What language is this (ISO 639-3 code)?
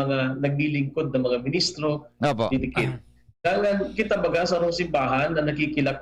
bik